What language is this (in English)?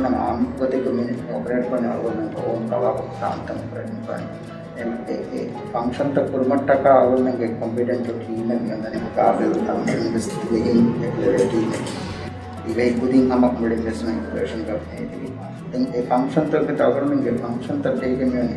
Divehi